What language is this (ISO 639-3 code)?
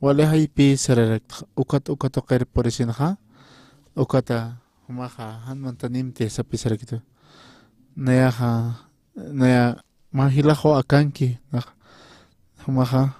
aym